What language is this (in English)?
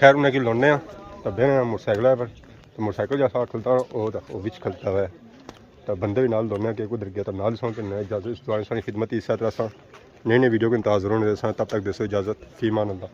Pahari-Potwari